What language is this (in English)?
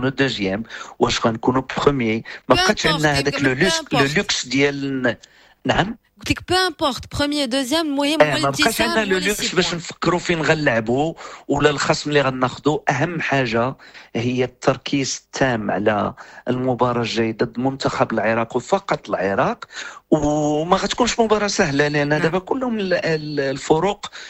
Moroccan Arabic